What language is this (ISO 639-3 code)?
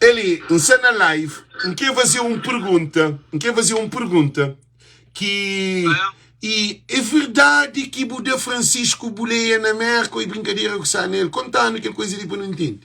kea